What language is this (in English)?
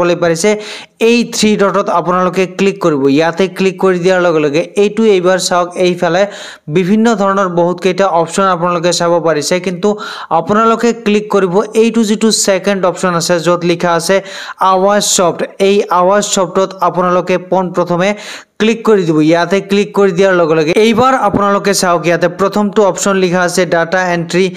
Assamese